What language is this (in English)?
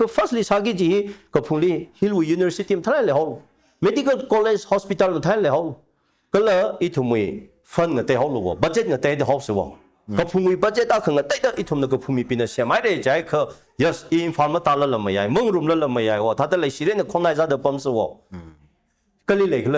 Tangkhul Naga (India)